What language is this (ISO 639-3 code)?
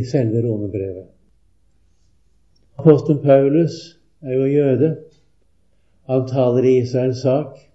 nor